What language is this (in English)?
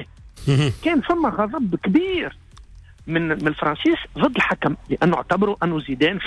Tunisian Arabic